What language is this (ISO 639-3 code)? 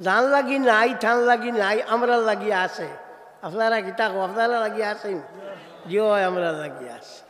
syl